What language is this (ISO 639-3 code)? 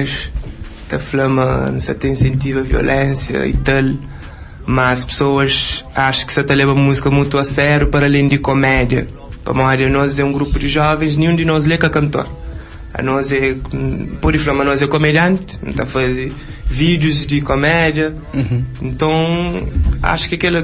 kea